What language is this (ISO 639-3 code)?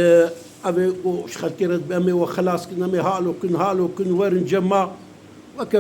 kur